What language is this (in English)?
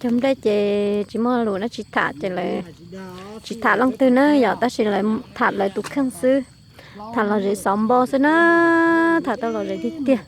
Hmong